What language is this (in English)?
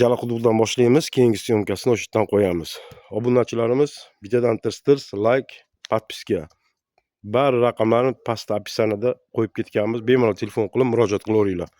Uzbek